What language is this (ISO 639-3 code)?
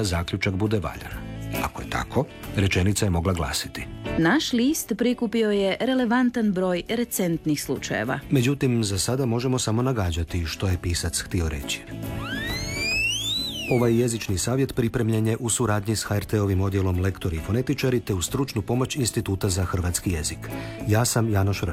hrv